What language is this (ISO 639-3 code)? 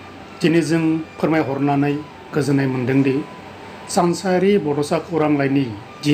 brx